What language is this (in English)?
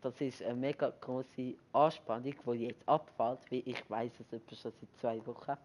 Swiss German